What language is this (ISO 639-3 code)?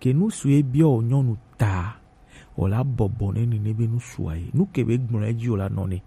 gej